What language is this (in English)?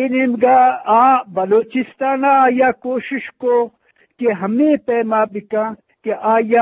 Eastern Balochi